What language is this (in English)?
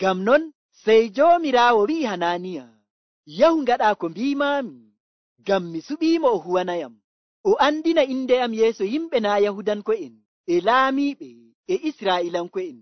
Nigerian Fulfulde